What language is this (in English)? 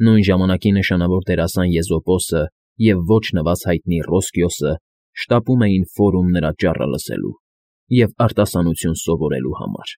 Armenian